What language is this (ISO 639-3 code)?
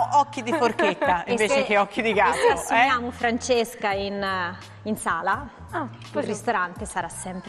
ita